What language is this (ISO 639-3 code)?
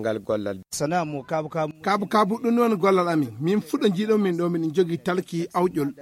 ful